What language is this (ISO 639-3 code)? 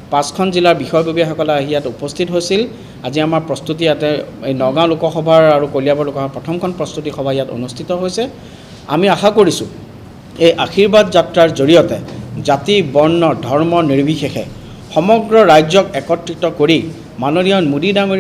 asm